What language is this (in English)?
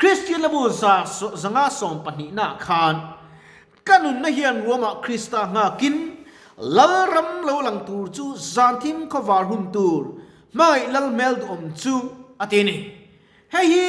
Mizo